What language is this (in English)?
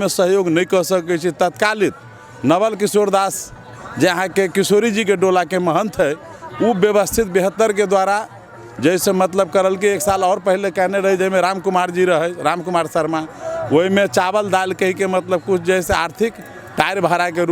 Maithili